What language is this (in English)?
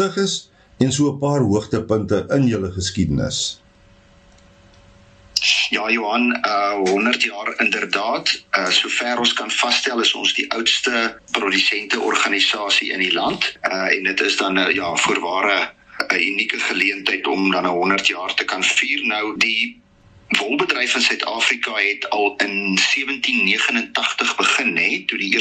Afrikaans